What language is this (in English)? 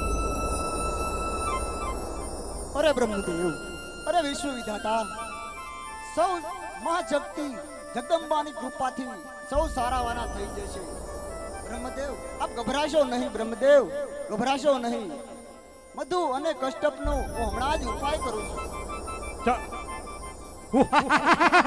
Gujarati